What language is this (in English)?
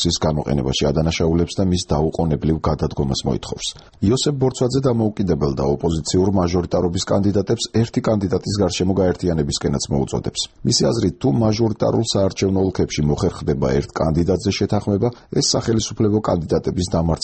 Georgian